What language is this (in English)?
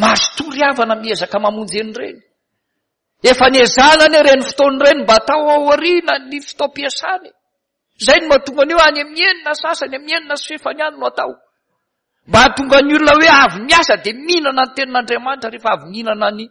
Malagasy